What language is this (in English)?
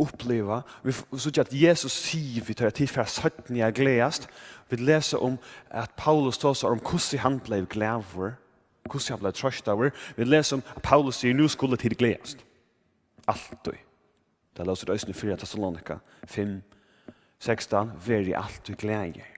Faroese